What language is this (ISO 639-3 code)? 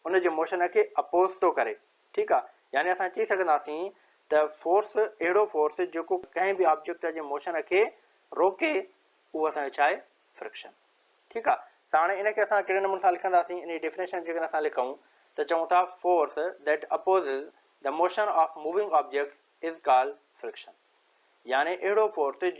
snd